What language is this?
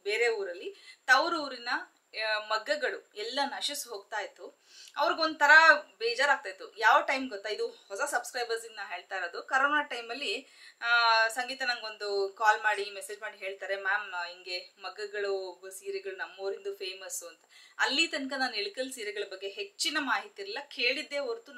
Kannada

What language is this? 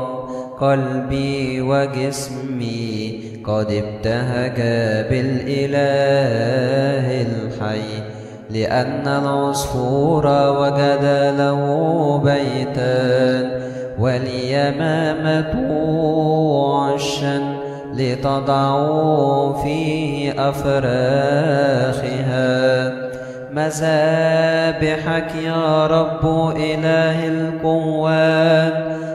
Arabic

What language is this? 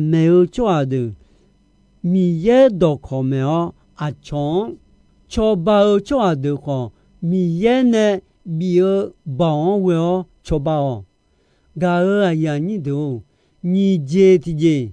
Akha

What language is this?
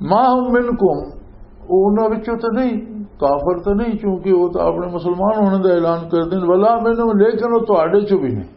Western Panjabi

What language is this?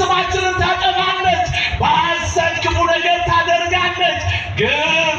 Amharic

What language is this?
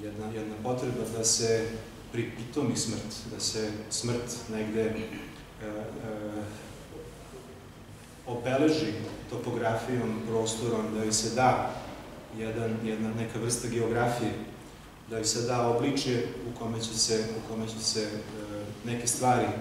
Serbian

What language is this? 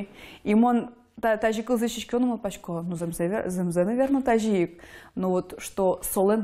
Udmurt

